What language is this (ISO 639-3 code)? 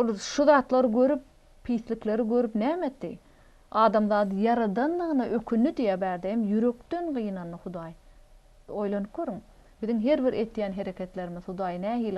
tuk